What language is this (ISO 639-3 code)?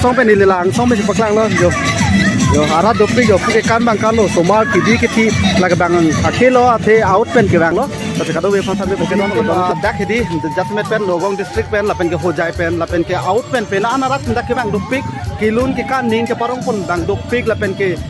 mjw